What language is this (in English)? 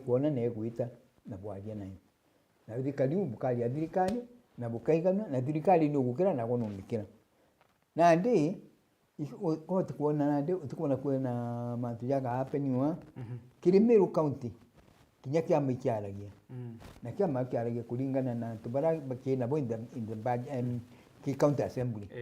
Meru